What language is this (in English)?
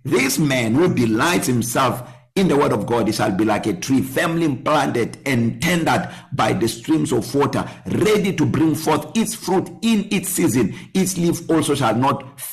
English